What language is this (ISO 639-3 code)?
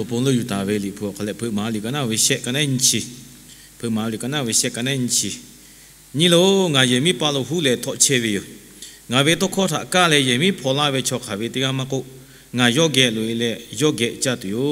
lhu